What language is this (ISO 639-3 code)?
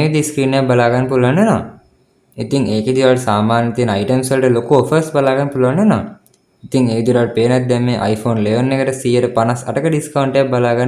sin